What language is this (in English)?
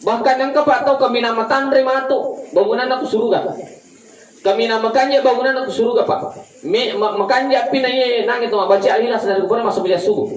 Buginese